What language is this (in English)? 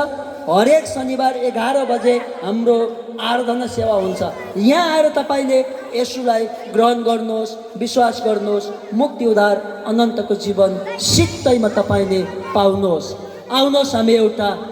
Nepali